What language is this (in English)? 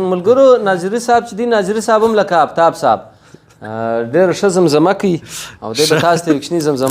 Pashto